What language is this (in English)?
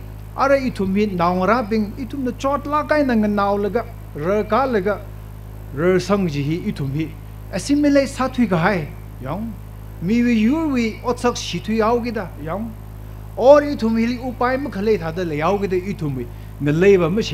Tangkhul Naga (India)